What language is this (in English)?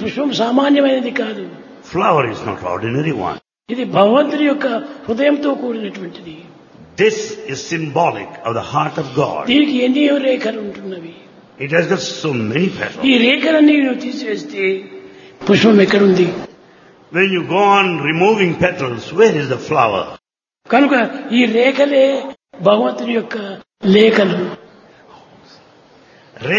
Telugu